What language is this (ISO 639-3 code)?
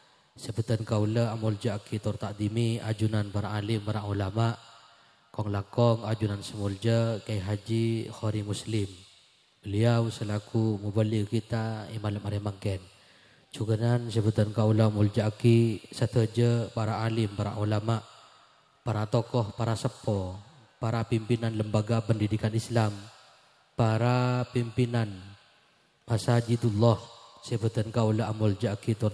mad